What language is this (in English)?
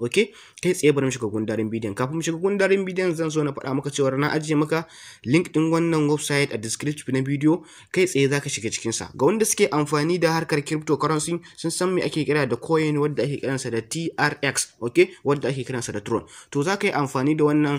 Hausa